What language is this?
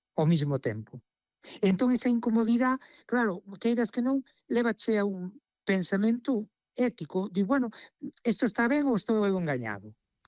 Galician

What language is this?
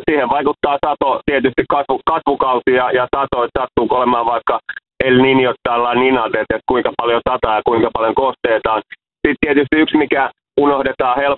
Finnish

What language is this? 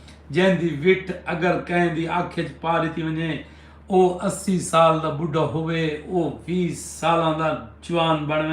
Saraiki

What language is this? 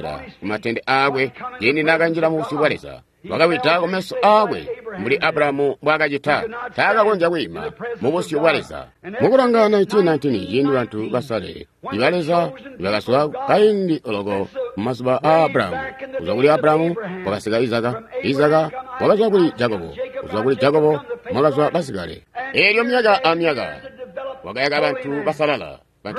Tonga (Zambia)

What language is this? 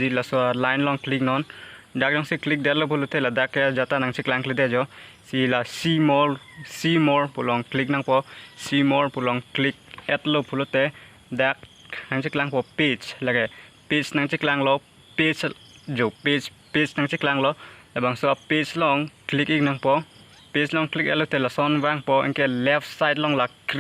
Karbi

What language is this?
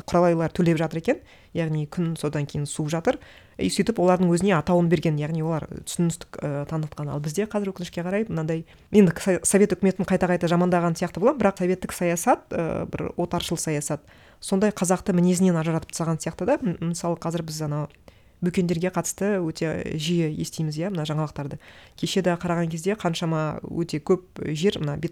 Kazakh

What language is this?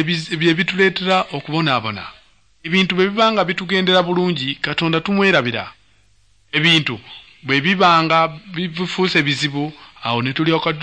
Ganda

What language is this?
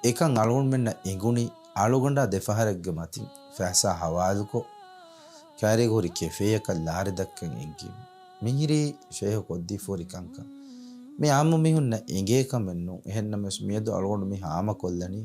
Divehi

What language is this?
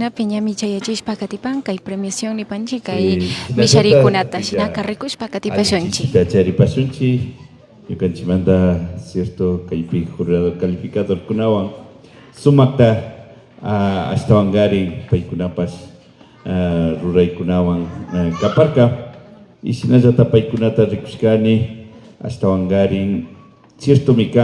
Imbabura Highland Quichua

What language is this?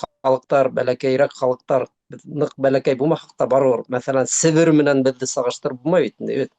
Bashkir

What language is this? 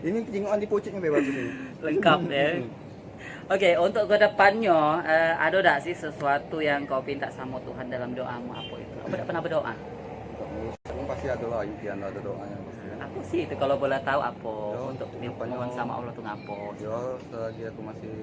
Musi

